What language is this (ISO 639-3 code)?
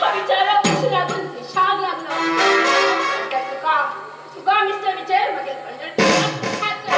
kok